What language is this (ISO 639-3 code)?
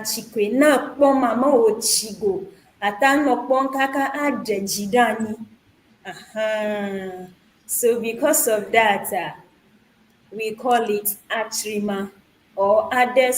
ewe